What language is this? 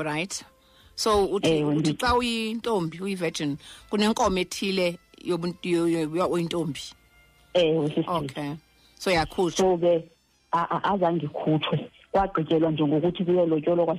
Xhosa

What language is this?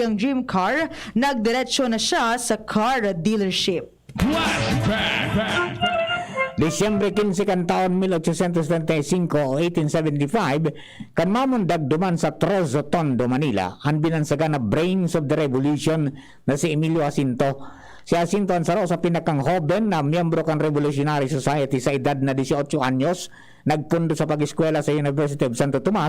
Bikol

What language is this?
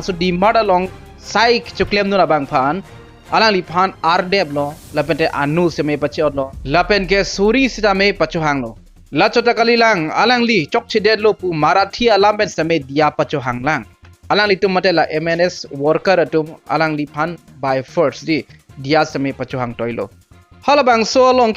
Karbi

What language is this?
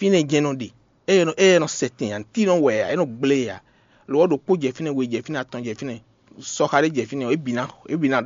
Fon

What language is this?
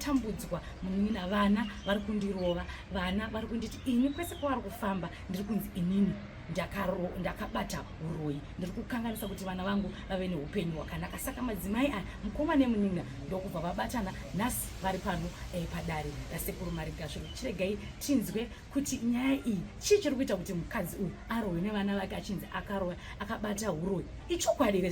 Shona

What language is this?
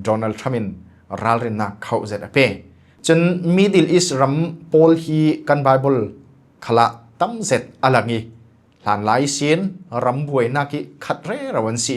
Falam Chin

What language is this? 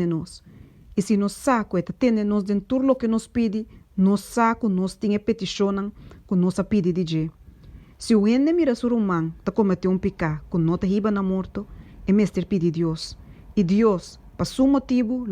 Papiamento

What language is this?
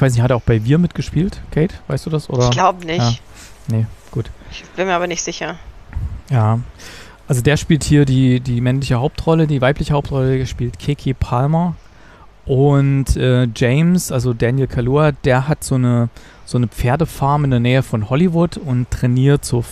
German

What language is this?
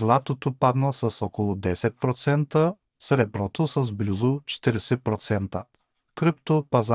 Macedonian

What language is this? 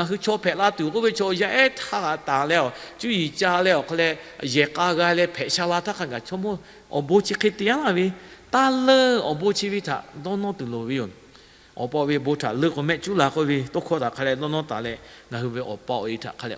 Lahu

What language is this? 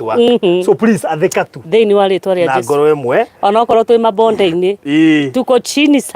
Kikuyu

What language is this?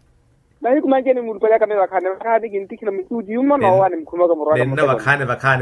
Makhuwa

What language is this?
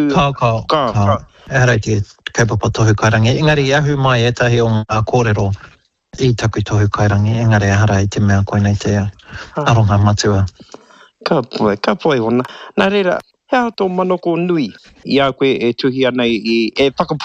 Māori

